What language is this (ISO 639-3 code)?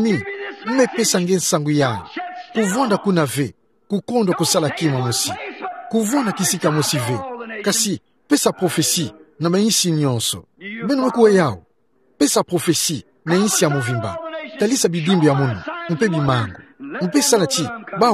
ktu